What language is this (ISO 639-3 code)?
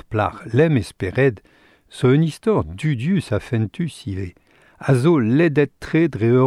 bre